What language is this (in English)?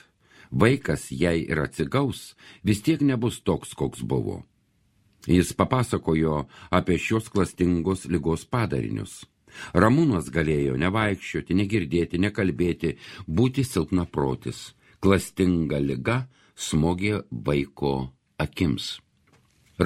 Lithuanian